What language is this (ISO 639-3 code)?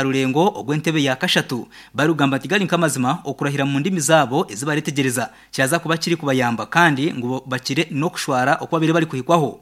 nyn